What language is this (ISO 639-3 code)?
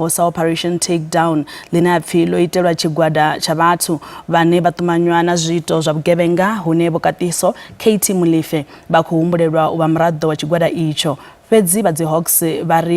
ven